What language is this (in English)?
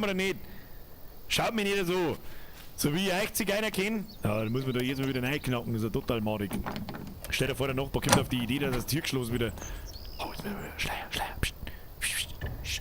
Bavarian